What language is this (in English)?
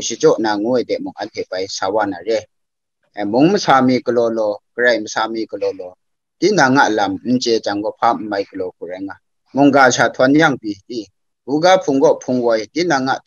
Kachin